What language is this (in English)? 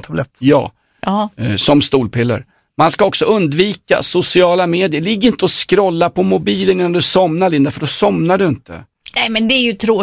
Swedish